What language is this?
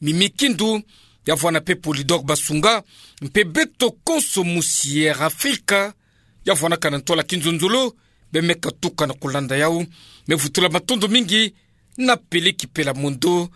Kituba (Democratic Republic of Congo)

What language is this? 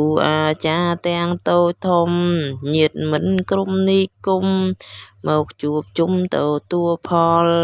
Khmer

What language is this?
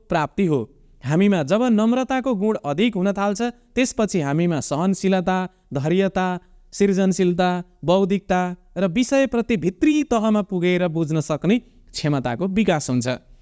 Nepali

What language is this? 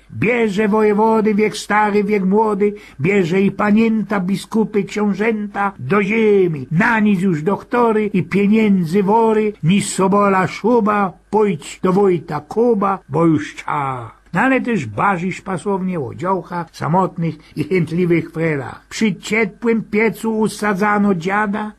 Silesian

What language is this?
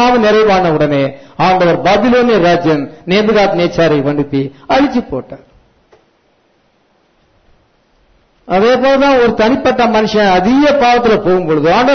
Tamil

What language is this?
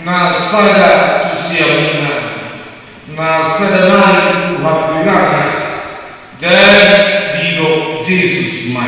Batak Toba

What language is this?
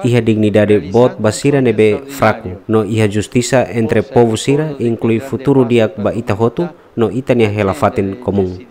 Tetum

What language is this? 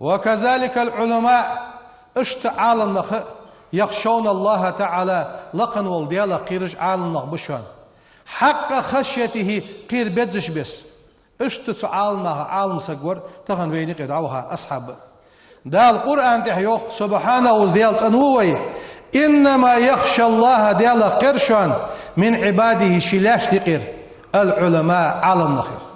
Ingush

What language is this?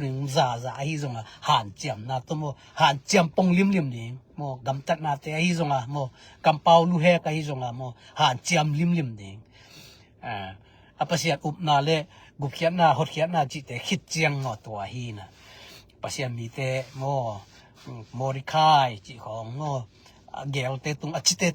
Tedim Chin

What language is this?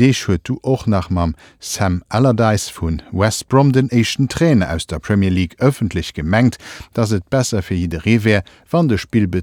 Luxembourgish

